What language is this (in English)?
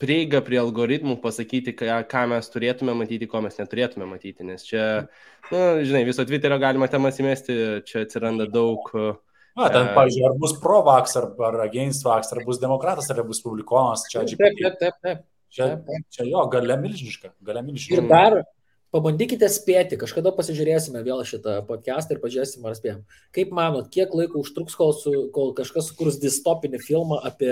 Lithuanian